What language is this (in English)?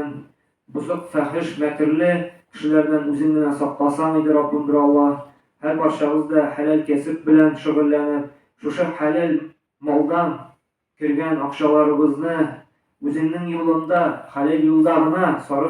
Tatar